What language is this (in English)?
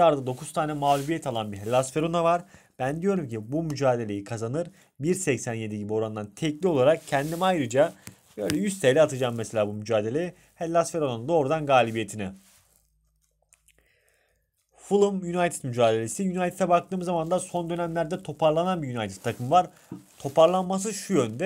Turkish